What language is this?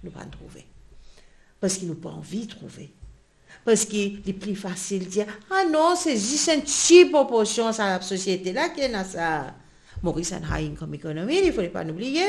Morisyen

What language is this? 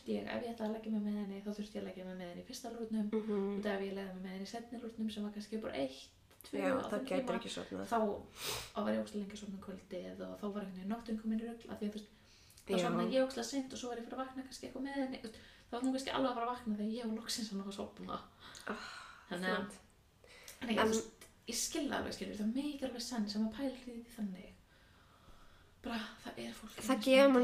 Icelandic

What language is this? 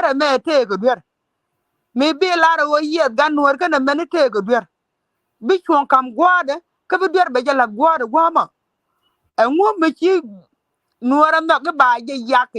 Nuer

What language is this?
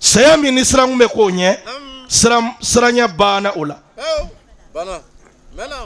Bambara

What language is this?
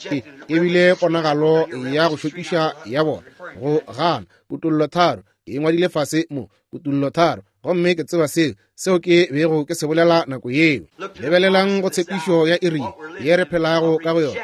Northern Sotho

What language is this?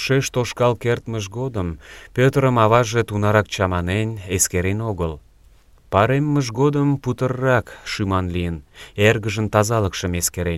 Mari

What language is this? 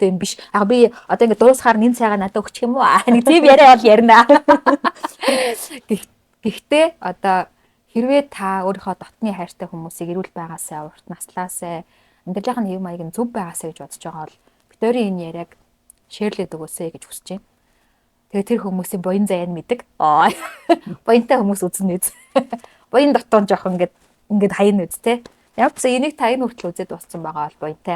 Mongolian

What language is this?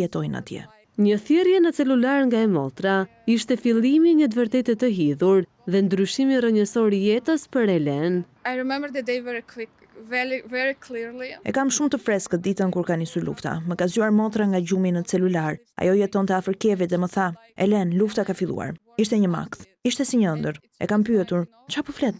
Albanian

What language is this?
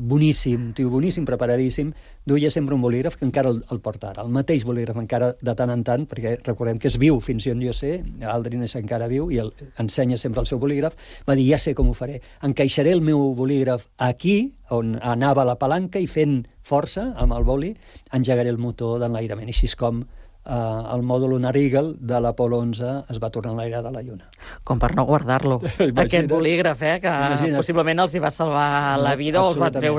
Catalan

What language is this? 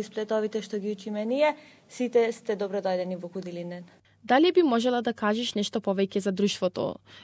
Macedonian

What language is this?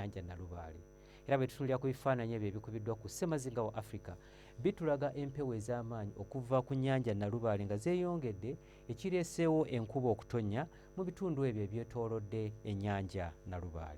Ganda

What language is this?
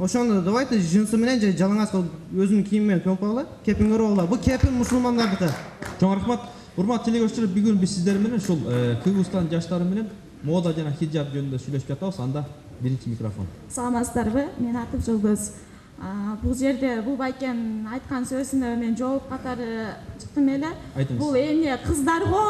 Kyrgyz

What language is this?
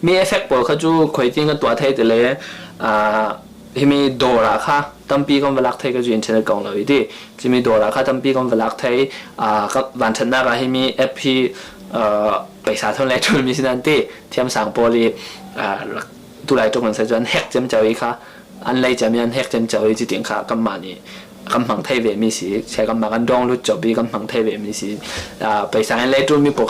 Falam Chin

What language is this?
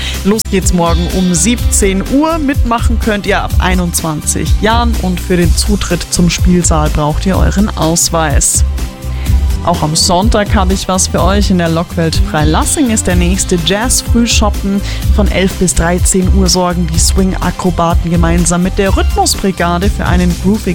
German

